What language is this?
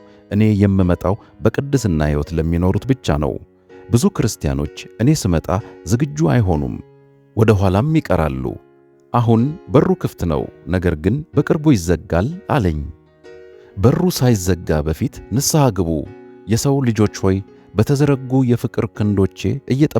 Amharic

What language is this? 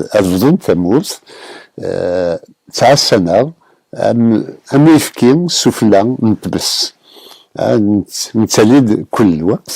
Kabyle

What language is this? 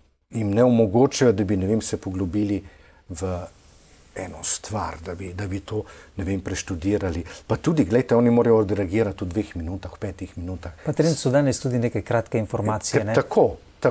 Slovenian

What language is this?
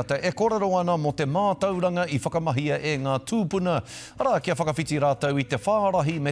Māori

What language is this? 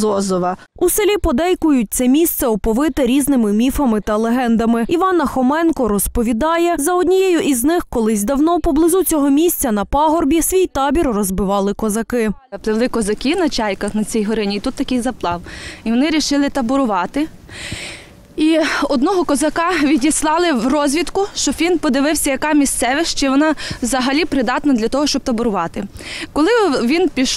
Ukrainian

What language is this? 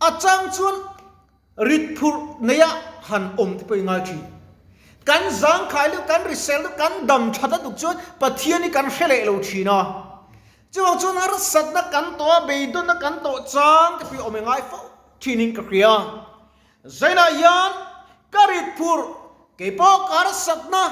Mizo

